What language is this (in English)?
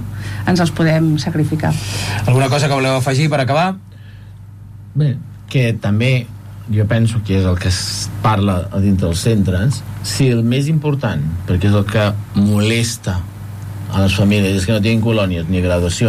Catalan